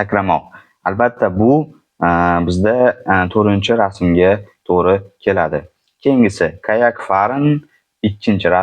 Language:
Uzbek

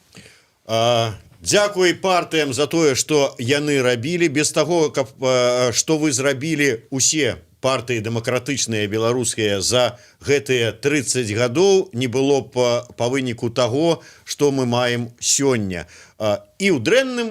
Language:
Belarusian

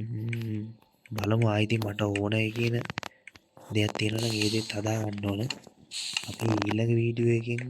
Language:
Sinhala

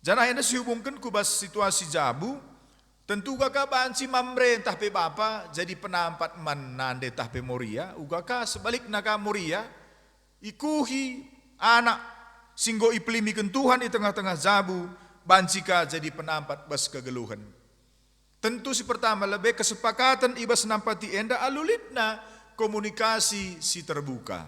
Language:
Batak Karo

